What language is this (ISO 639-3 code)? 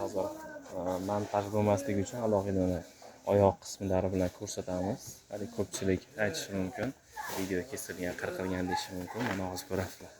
uzb